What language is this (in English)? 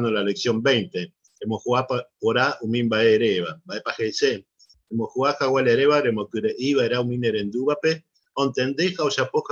Guarani